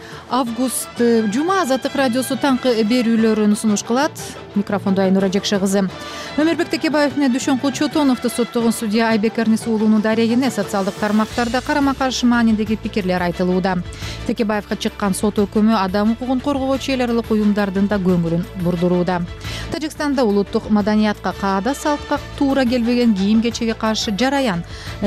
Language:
Kyrgyz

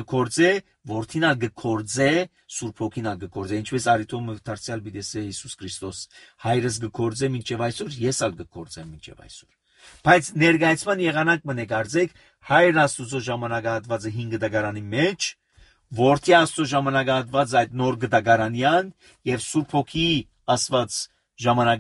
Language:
Armenian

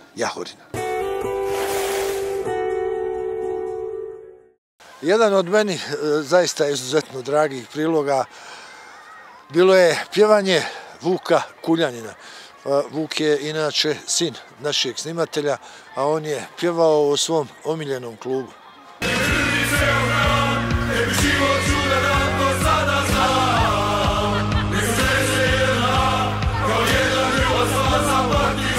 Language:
Bosnian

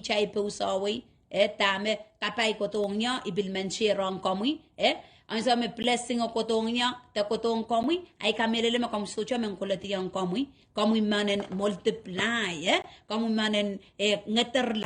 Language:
Pohnpeian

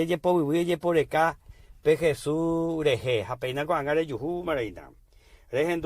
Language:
Guarani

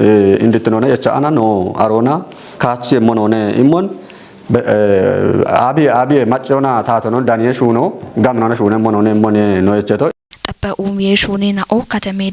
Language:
Kafa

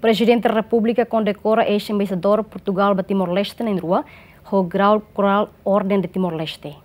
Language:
Tetum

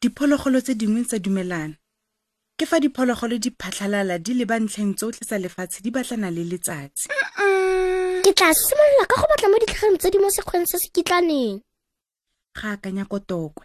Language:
Tswana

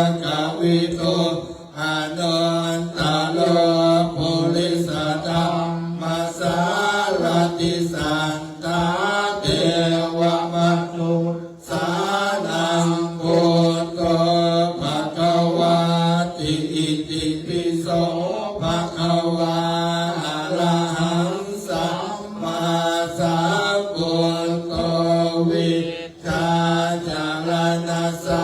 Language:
Pali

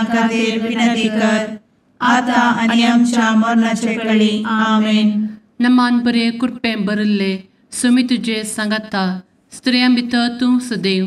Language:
Konkani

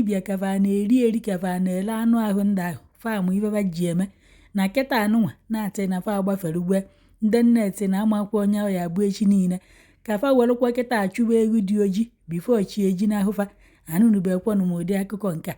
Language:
Igbo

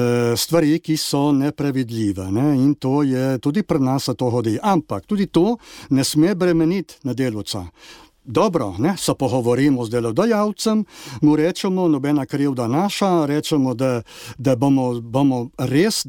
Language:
Slovenian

